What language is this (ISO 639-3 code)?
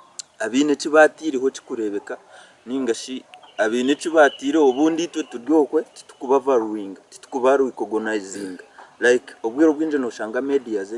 nyn